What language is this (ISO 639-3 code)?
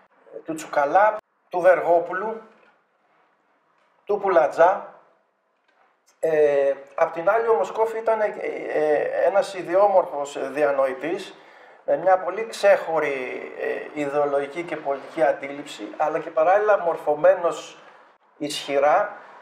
ell